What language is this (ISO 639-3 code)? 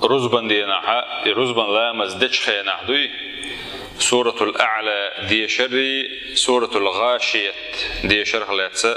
che